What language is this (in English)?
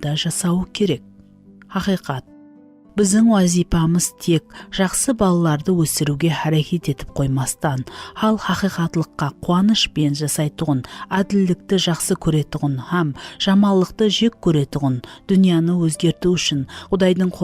Kara-Kalpak